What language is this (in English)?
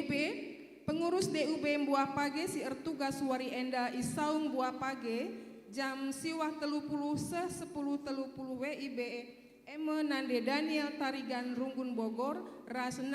Batak Karo